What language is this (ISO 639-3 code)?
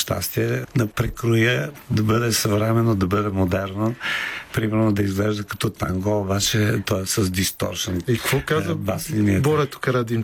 bul